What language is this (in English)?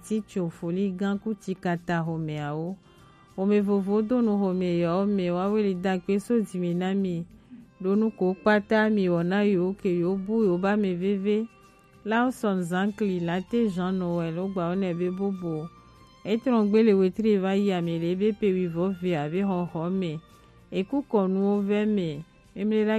Gen